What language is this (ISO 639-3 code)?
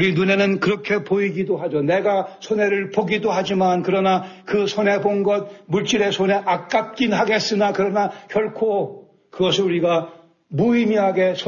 kor